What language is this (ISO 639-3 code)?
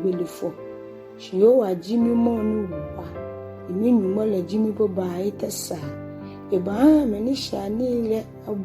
gaa